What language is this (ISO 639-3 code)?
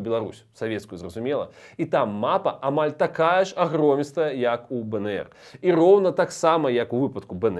bel